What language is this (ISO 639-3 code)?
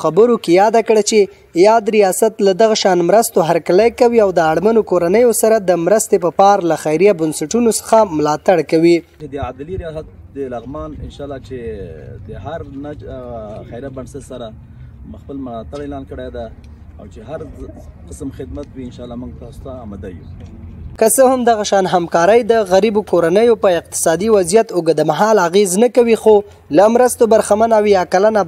pus